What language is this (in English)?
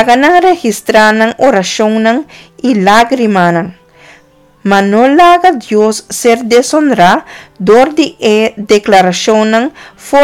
Papiamento